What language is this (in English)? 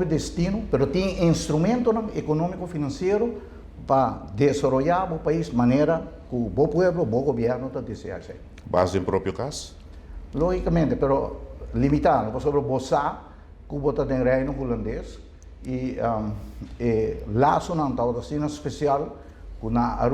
Papiamento